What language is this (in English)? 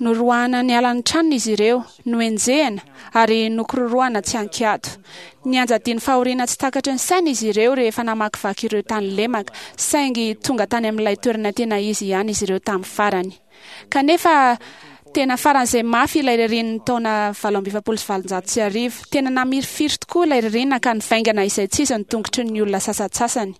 Malagasy